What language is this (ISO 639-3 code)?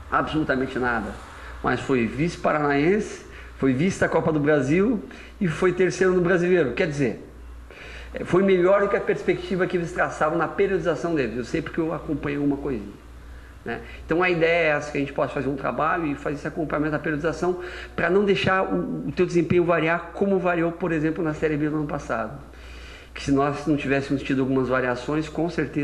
por